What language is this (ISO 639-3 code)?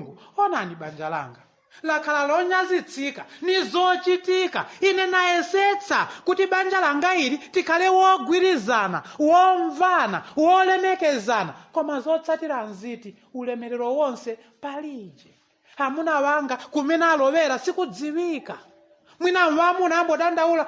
nya